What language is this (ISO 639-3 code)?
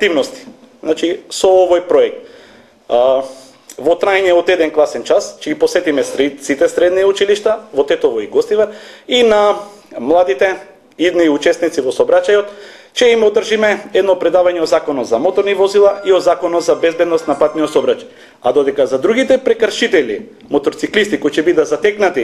mkd